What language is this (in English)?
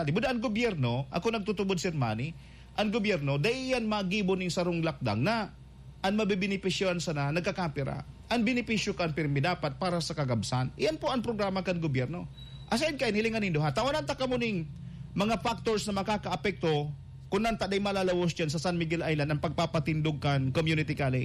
Bikol